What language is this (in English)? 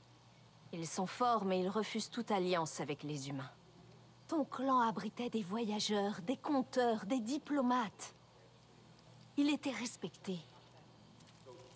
French